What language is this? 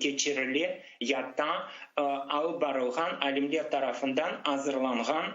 Crimean Tatar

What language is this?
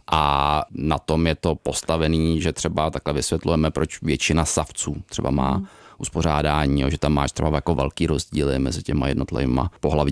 Czech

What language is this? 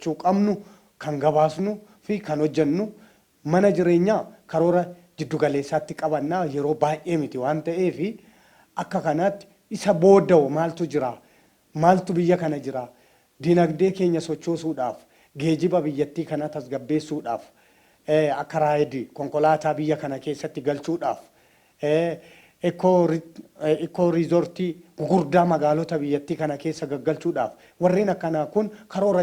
Oromo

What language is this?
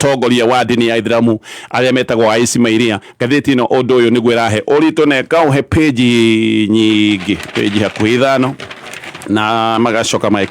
Kikuyu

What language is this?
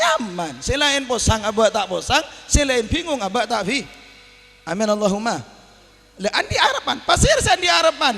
Madurese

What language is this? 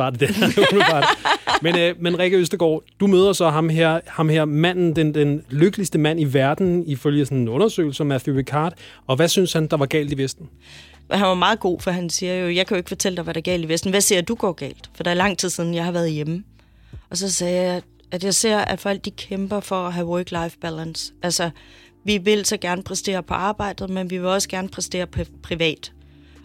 Danish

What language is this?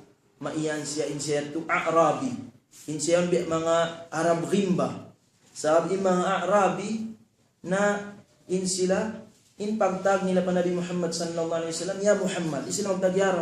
Tausug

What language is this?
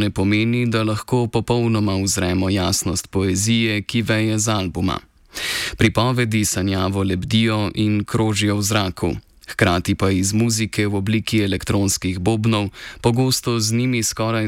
Slovenian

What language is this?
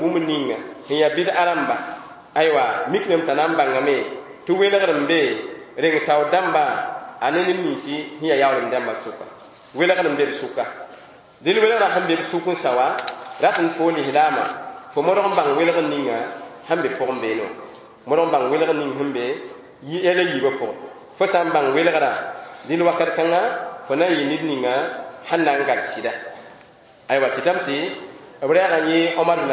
Mossi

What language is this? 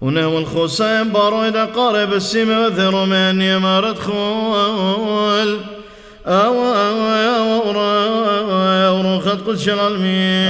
Classical Syriac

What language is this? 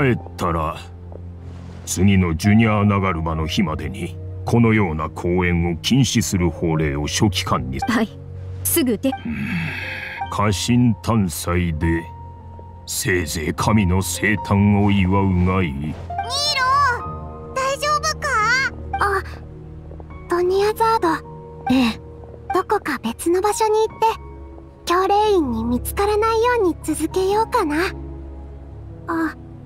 Japanese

